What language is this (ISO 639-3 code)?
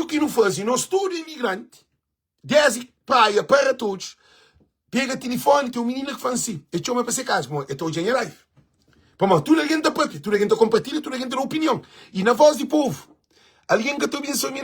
kea